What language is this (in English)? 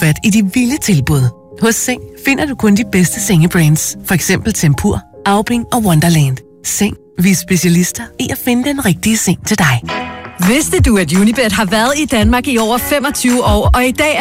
Danish